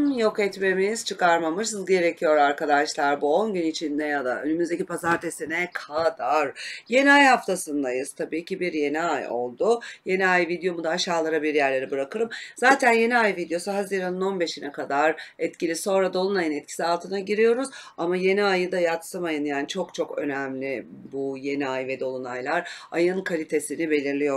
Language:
Turkish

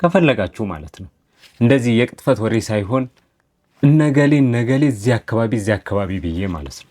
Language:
Amharic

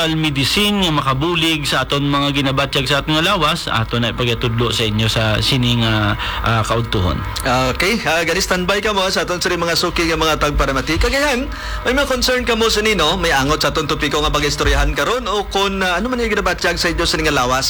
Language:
Hiligaynon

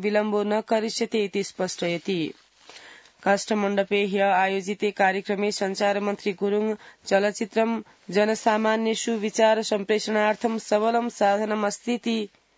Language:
Sanskrit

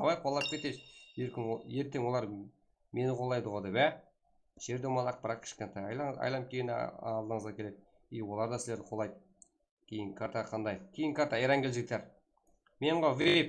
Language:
Kara-Kalpak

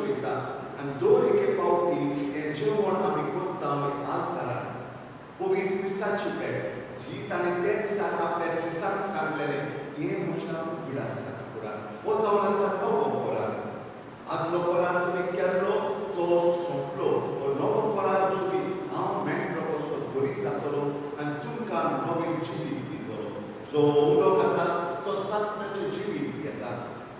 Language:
Konkani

